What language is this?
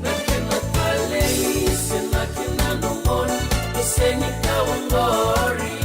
Fijian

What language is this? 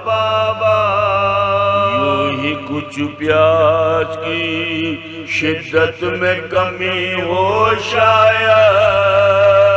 Urdu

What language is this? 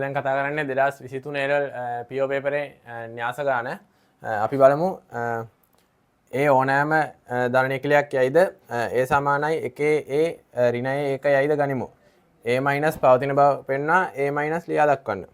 Sinhala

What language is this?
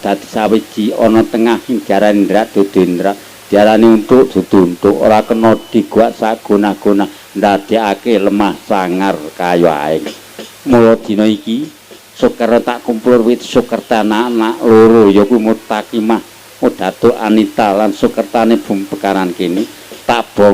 Javanese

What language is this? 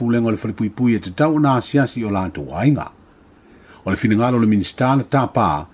Samoan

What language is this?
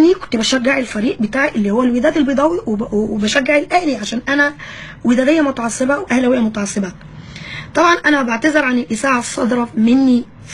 Egyptian Arabic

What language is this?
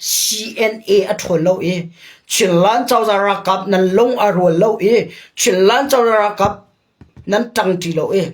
Hakha Chin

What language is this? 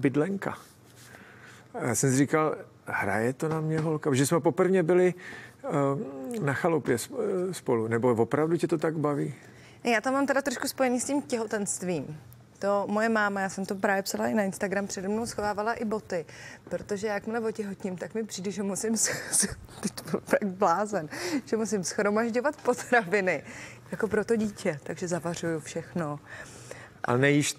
Czech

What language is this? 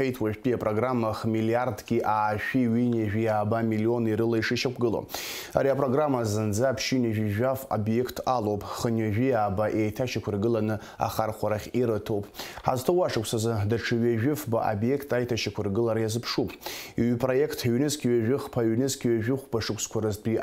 Abkhazian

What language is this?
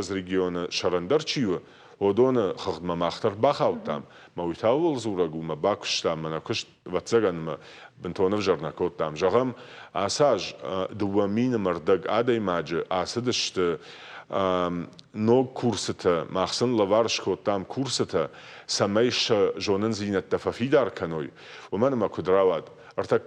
Ossetic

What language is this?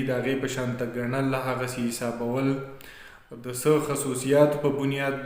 Pashto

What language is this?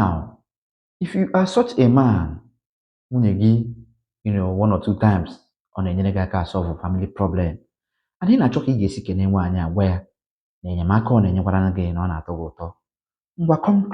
Igbo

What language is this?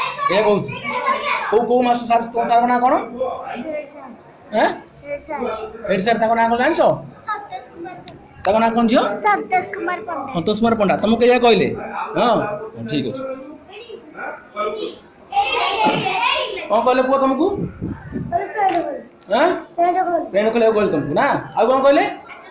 Odia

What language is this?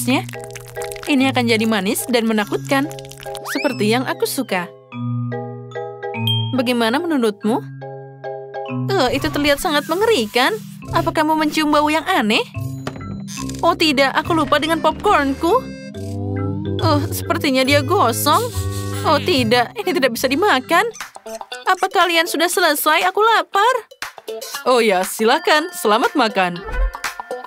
Indonesian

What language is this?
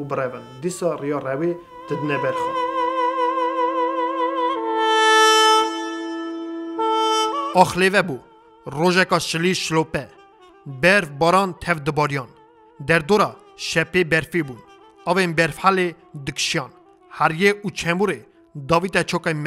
Kurdish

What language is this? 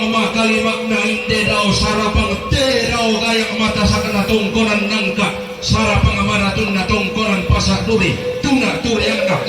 Toraja-Sa'dan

